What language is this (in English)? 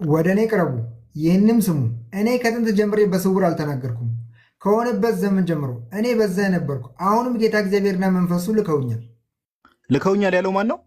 Amharic